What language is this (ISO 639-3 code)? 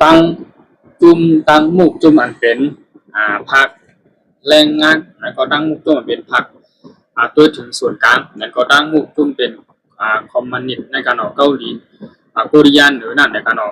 shn